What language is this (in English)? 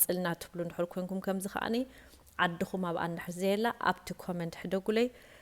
Tigrinya